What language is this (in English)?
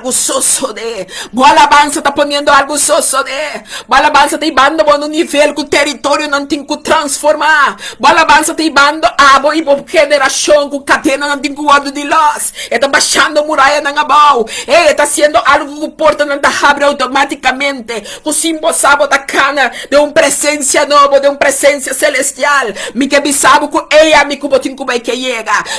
Papiamento